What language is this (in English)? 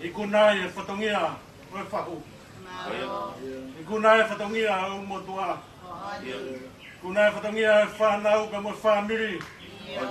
Tongan